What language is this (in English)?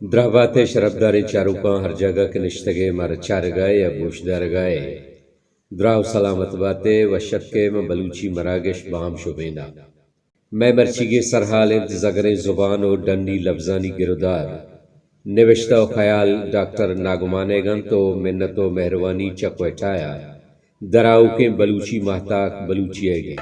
Baluchi